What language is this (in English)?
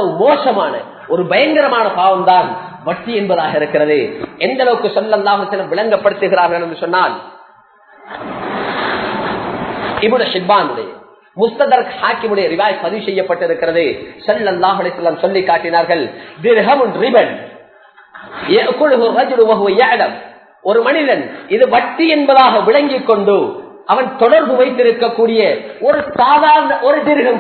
Tamil